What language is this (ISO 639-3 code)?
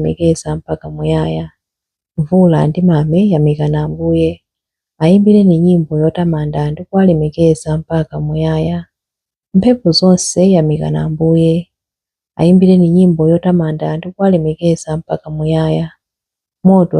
nya